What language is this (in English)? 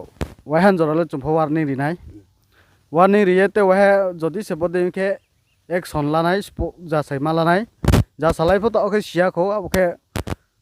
Riang (India)